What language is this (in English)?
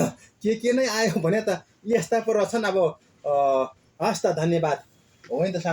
Nepali